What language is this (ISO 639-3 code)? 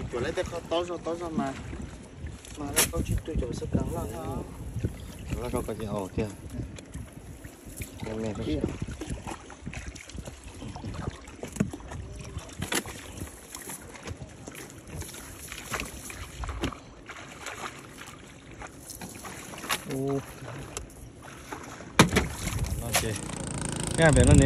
vie